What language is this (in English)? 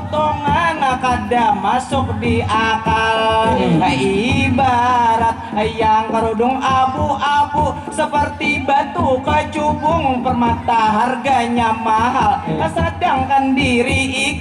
Banjar